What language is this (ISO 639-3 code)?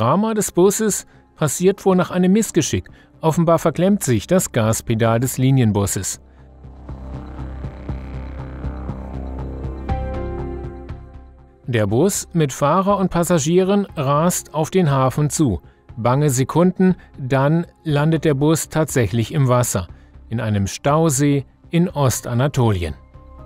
deu